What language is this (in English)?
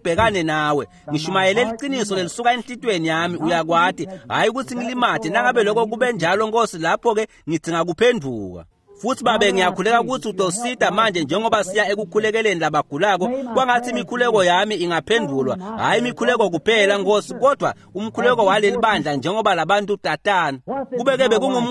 Swati